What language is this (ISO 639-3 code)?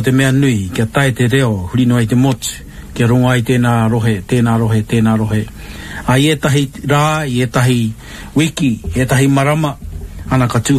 mri